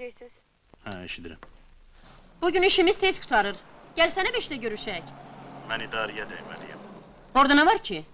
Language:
Azerbaijani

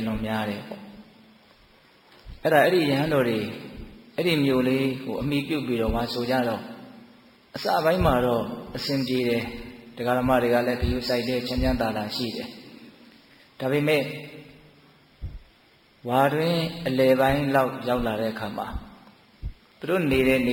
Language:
Burmese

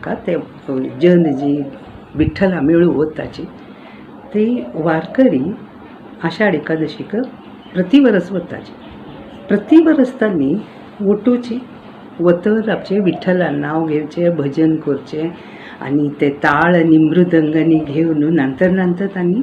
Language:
Konkani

